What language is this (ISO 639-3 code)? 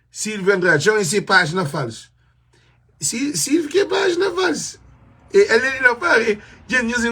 kea